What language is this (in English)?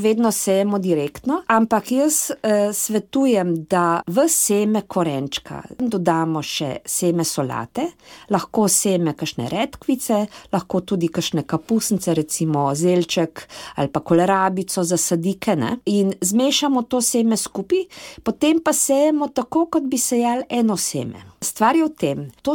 Slovenian